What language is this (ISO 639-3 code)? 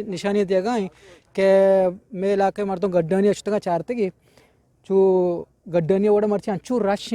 bgp